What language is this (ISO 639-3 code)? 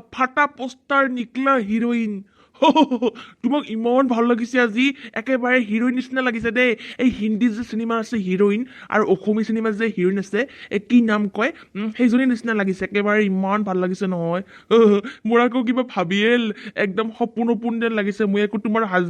asm